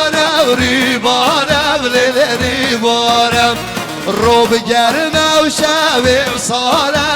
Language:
Kurdish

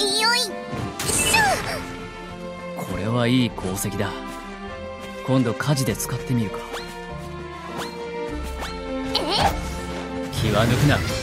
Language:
Japanese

